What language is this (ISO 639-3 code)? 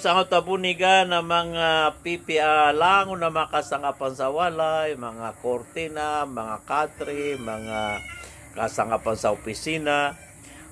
mrw